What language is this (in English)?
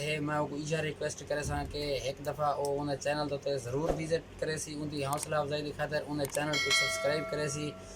Saraiki